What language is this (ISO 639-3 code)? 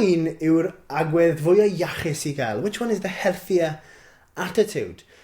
cym